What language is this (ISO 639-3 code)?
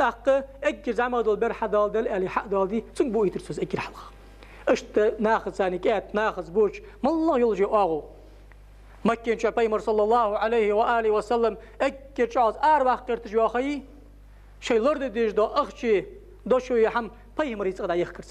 inh